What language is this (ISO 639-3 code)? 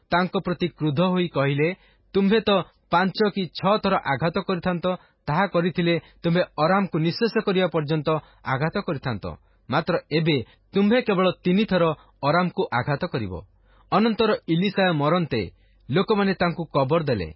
ori